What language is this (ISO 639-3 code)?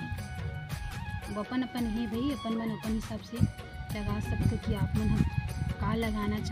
hne